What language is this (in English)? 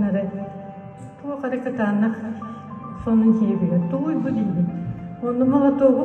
Yakut